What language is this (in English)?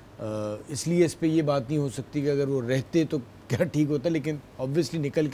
Urdu